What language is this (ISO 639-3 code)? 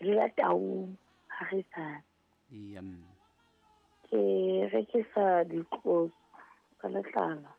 sot